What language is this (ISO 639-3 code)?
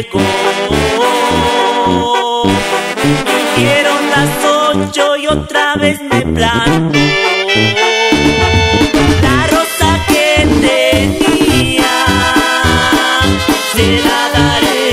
spa